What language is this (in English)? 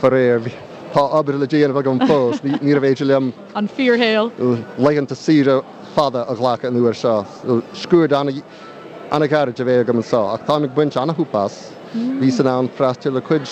Irish